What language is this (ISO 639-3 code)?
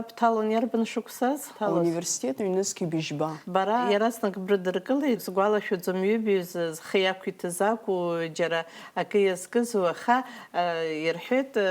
abk